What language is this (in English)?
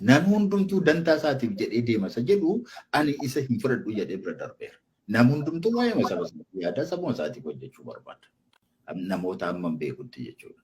Oromo